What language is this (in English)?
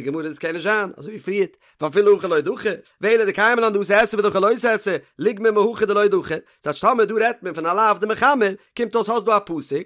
Yiddish